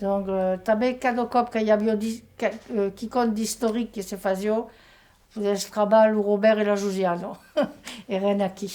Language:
Occitan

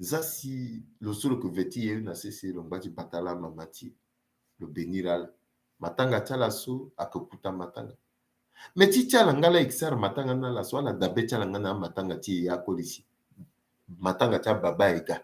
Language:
Sango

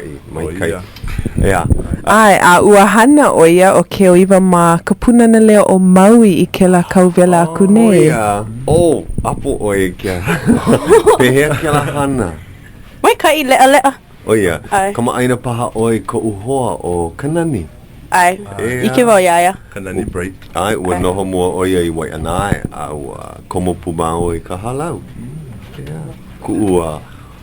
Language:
Hawaiian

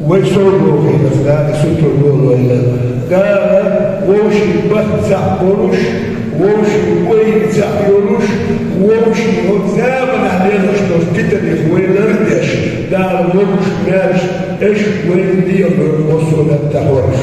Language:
Ingush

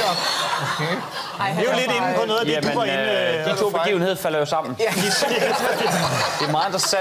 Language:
Danish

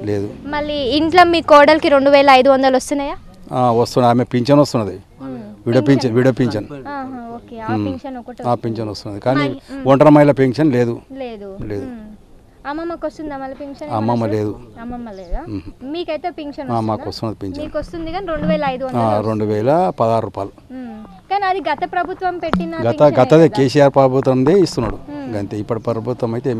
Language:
Telugu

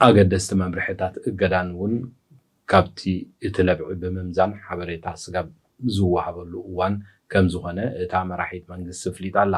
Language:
Tigrinya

